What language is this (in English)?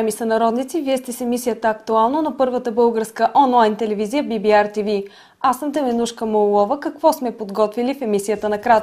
Bulgarian